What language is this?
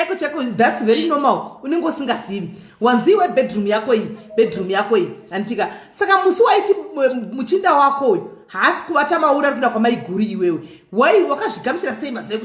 Shona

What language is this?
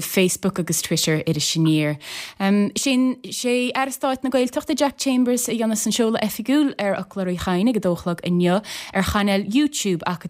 Irish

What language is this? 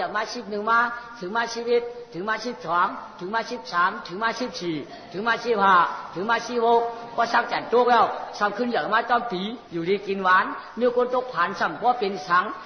Shan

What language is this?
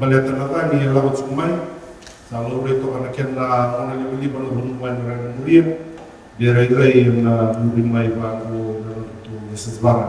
Fijian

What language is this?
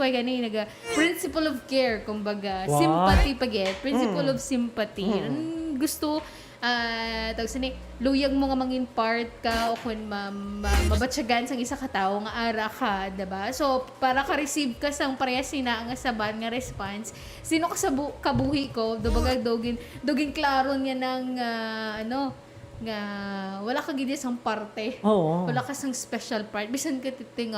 Hiligaynon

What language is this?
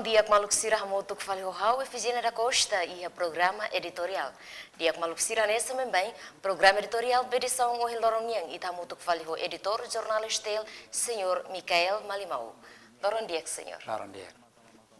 Tetum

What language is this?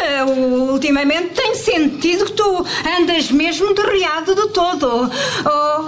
Portuguese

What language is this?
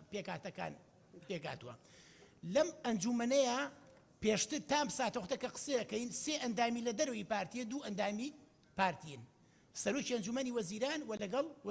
Central Kurdish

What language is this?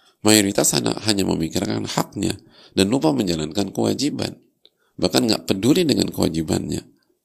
Indonesian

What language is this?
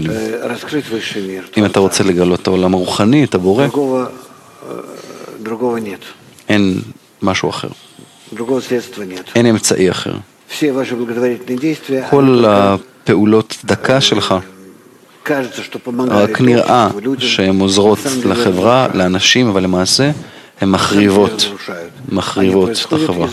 Hebrew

